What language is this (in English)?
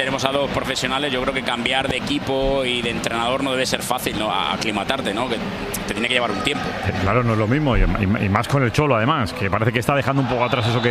Spanish